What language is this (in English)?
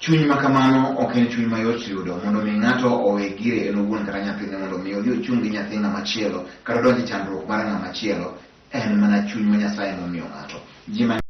Luo (Kenya and Tanzania)